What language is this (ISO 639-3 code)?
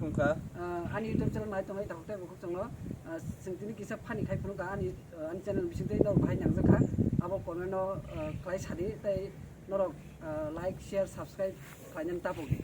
trp